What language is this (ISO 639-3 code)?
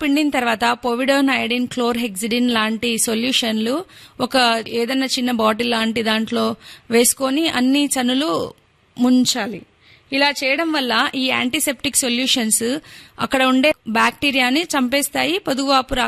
tel